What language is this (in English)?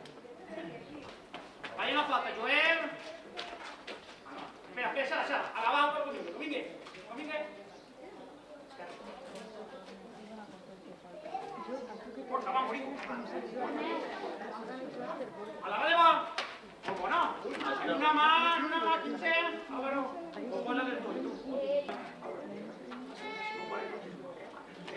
Catalan